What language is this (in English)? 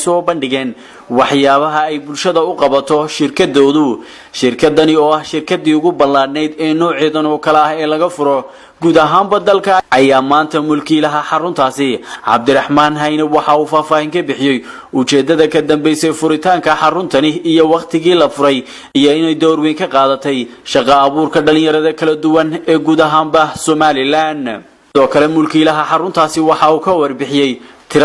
Somali